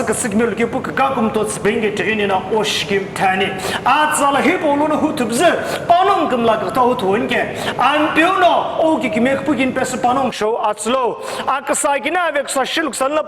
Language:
Sumi Naga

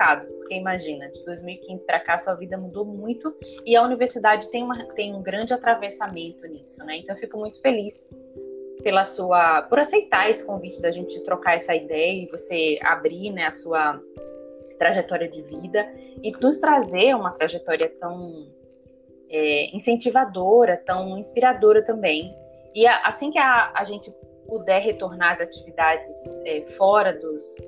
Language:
Portuguese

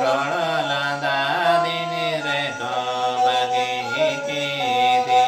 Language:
Santali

